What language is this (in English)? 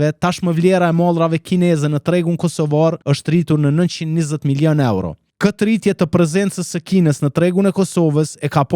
Albanian